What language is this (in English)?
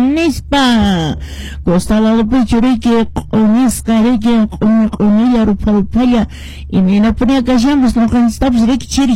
Quechua